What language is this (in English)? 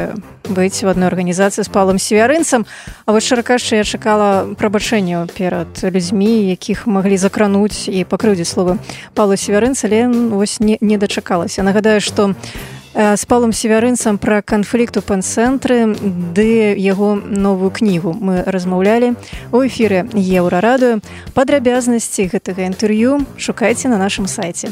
Belarusian